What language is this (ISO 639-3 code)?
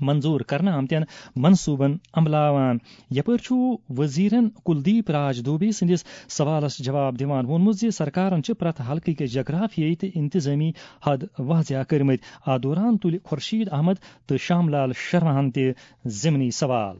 kas